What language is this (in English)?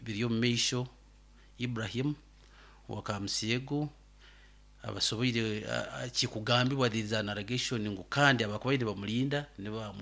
Nyoro